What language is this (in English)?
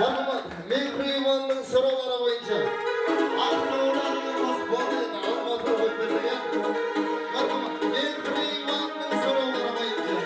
Kara-Kalpak